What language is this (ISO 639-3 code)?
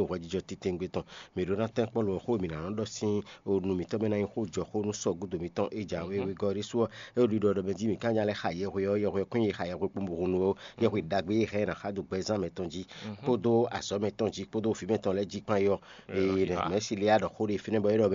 fon